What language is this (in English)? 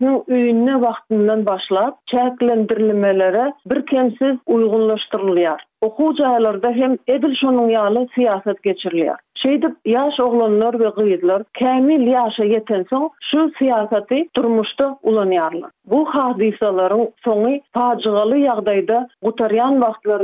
Turkmen